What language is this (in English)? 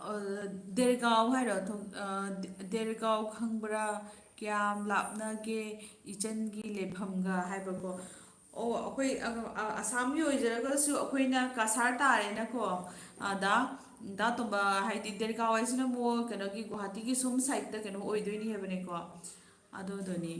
Manipuri